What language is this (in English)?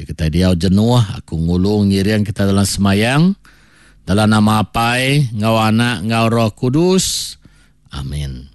Iban